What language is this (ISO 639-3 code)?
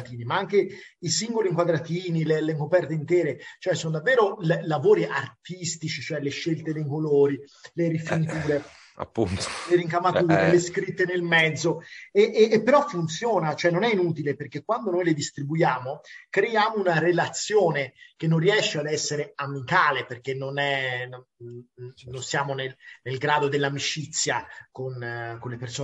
ita